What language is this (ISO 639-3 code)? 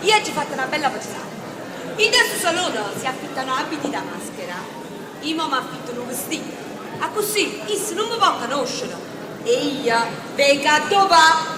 nap